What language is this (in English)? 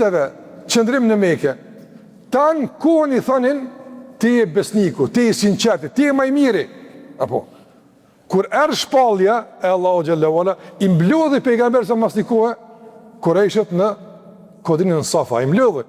Albanian